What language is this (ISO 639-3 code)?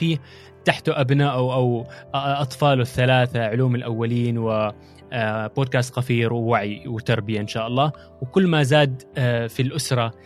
afb